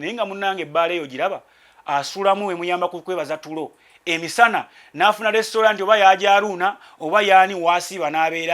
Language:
Ganda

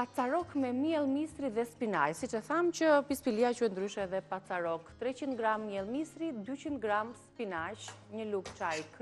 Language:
Albanian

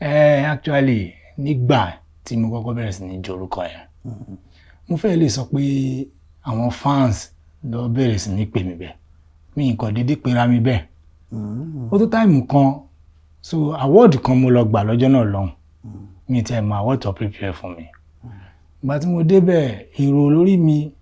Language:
Yoruba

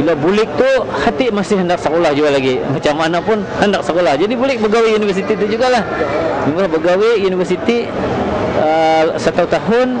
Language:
Banjar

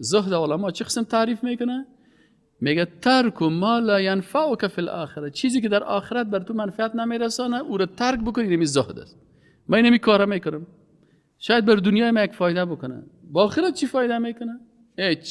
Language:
Persian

